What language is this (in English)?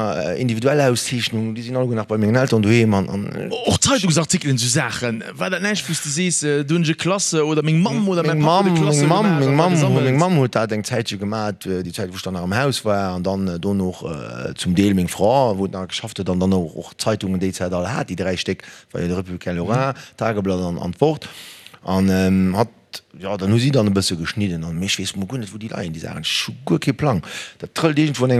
Luxembourgish